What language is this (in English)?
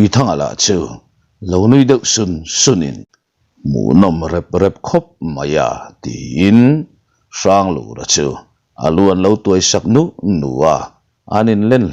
Mizo